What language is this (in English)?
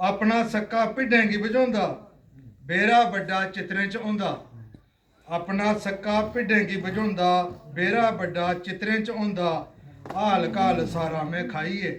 Dogri